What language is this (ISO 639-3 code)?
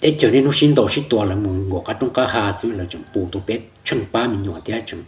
hmn